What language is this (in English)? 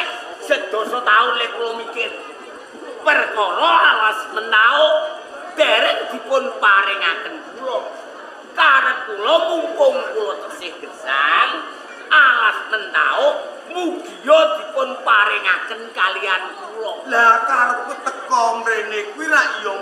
Javanese